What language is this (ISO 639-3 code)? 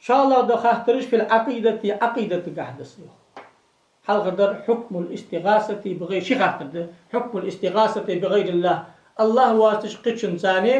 inh